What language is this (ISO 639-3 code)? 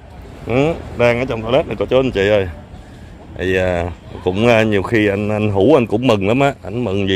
vie